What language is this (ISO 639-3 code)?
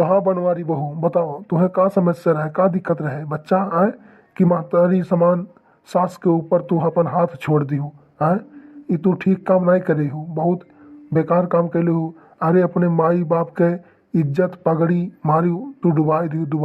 awa